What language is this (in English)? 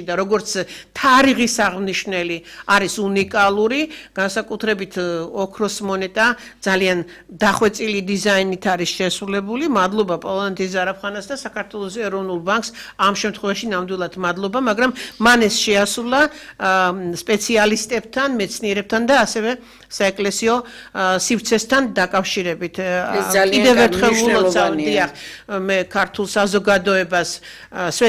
Georgian